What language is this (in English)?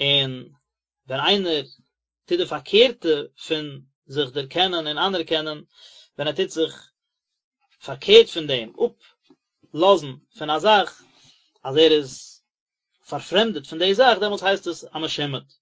Yiddish